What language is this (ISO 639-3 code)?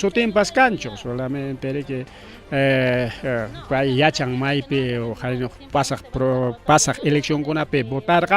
quy